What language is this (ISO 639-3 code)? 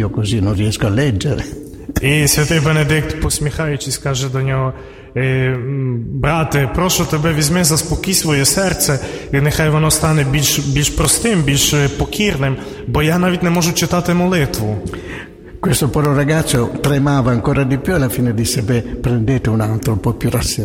ukr